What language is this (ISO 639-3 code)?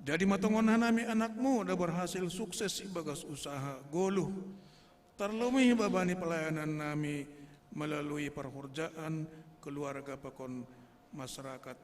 bts